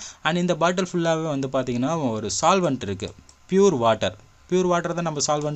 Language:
Tamil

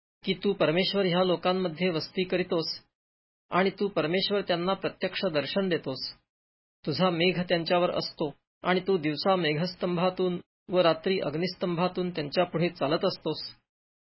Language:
Marathi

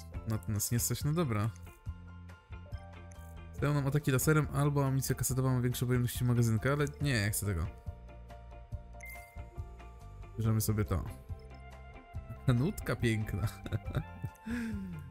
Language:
Polish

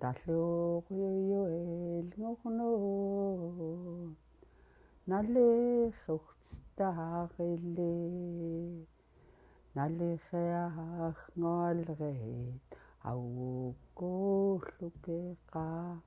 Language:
Central Yupik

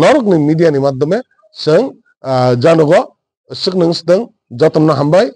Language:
Kok Borok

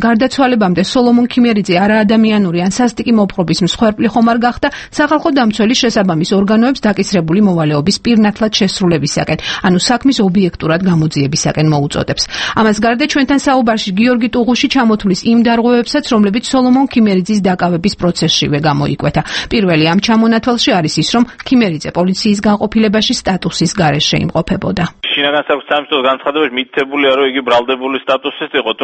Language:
Georgian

